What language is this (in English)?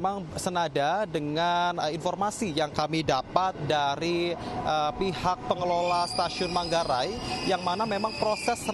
Indonesian